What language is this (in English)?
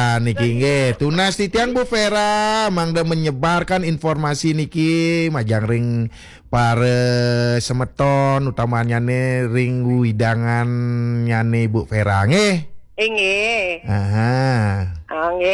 Balinese